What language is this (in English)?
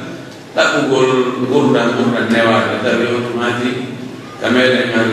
Pular